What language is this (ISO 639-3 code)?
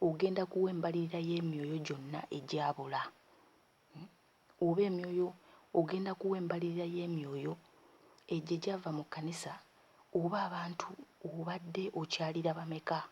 lug